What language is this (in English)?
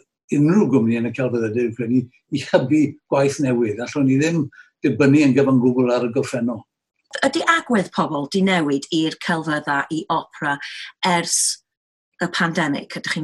Welsh